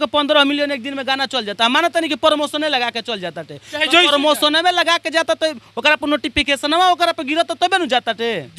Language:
Bhojpuri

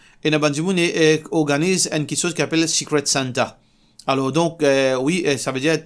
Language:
Morisyen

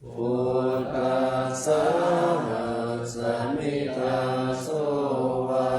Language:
Pali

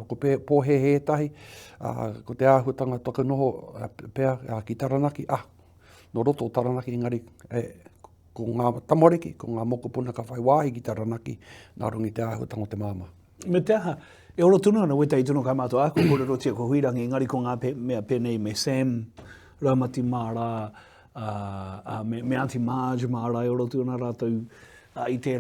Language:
Māori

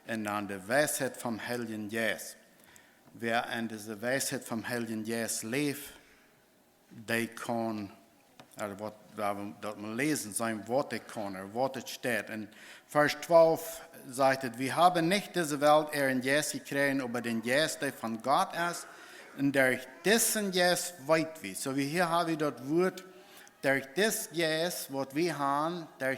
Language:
Plautdietsch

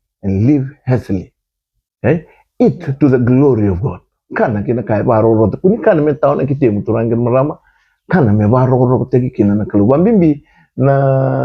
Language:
Fijian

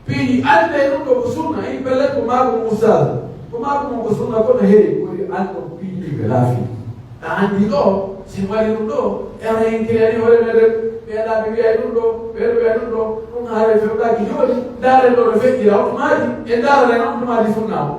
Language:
Pular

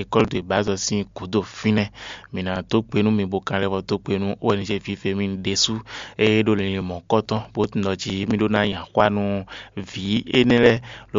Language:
Fon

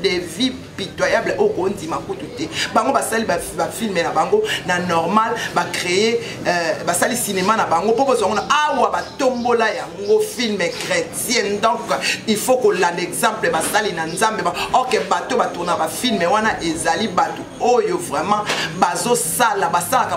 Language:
Lingala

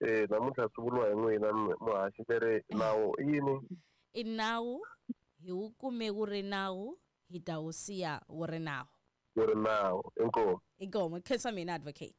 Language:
Tsonga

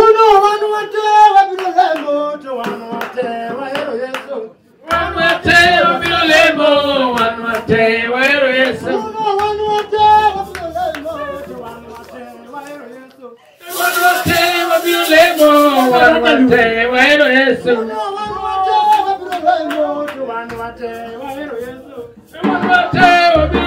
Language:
Luo (Kenya and Tanzania)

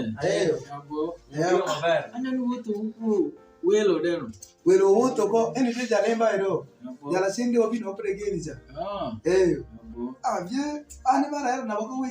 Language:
Alur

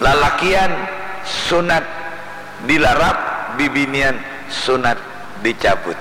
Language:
Banjar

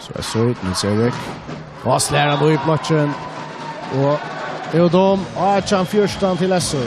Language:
Faroese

